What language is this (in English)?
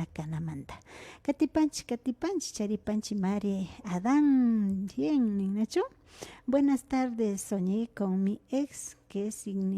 Imbabura Highland Quichua